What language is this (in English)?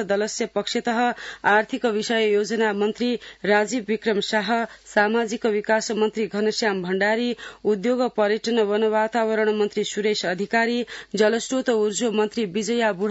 Sanskrit